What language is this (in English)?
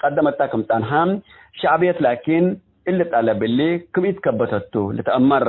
Tigre